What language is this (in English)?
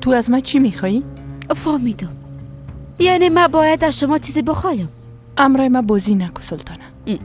Persian